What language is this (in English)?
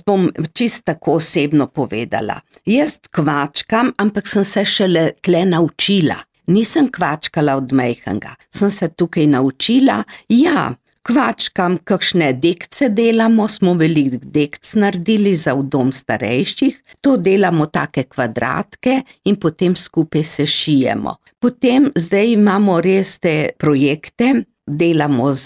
Slovenian